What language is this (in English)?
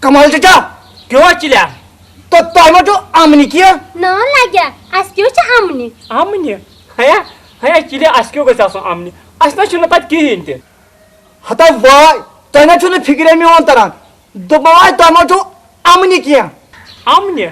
Kashmiri